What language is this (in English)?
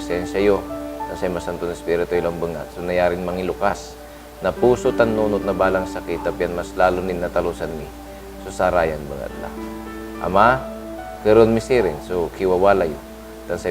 Pangasinan